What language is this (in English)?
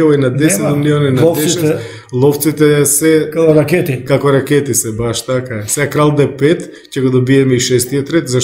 Macedonian